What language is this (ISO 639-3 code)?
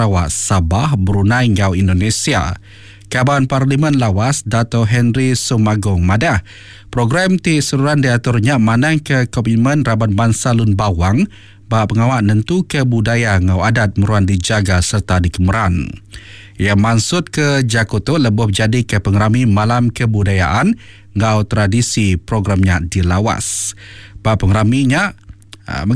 iba